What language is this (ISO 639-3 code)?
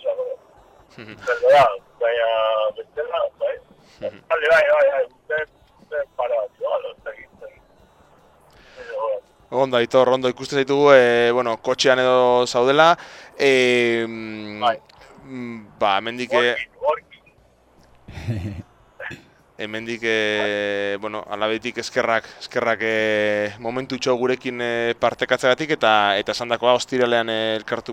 eus